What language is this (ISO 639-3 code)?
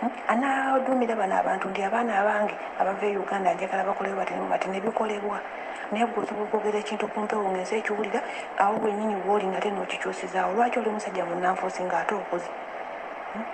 lug